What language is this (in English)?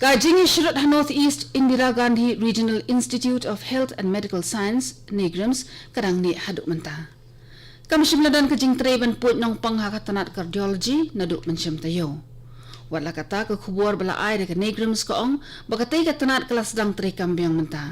Khasi